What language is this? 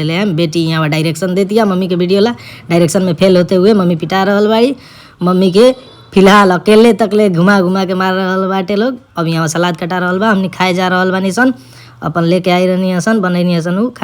Bhojpuri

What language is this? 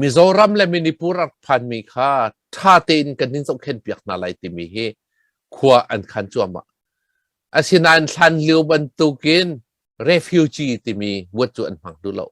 Hakha Chin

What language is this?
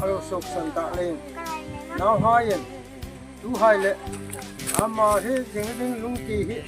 Hmar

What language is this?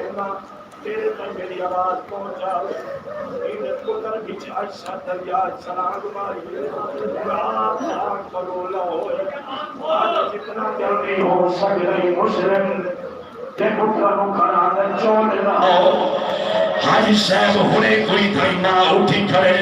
Saraiki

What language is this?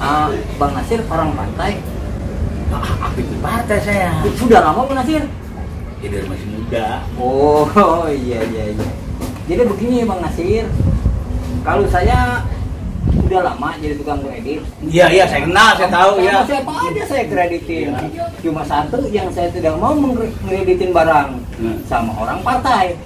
Betawi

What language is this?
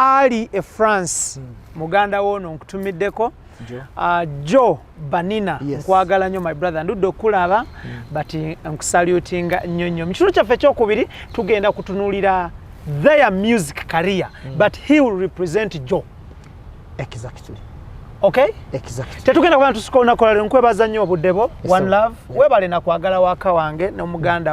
Ganda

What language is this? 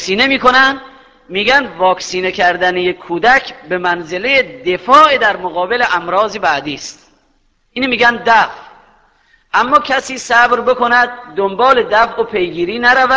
Persian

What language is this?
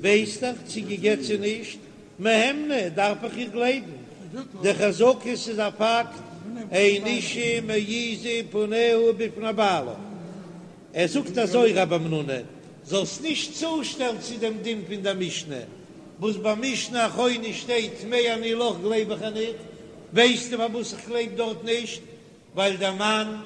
Yiddish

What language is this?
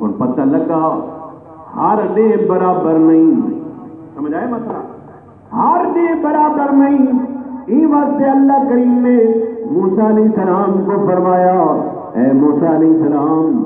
Saraiki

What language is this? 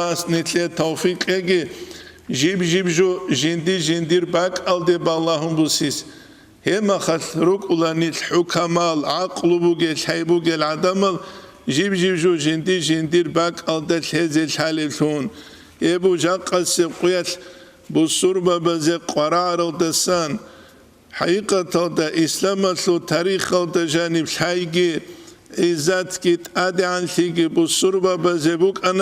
Avaric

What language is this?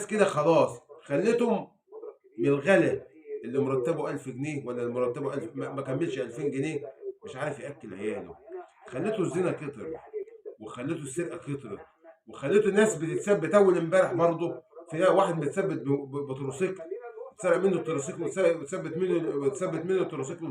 Egyptian Arabic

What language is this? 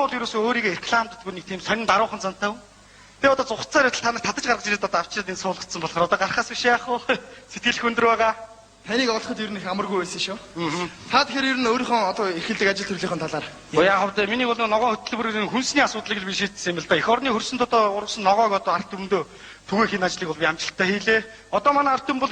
Mongolian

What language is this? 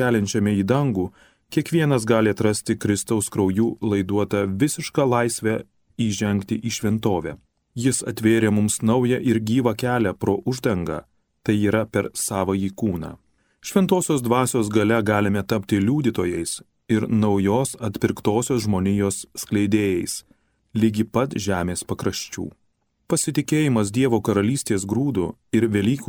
Lithuanian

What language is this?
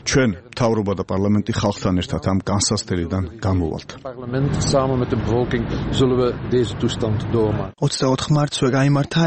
Georgian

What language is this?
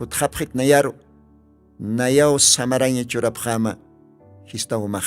Aymara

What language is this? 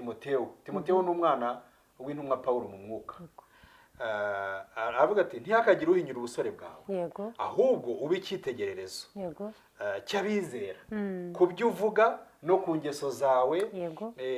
Kinyarwanda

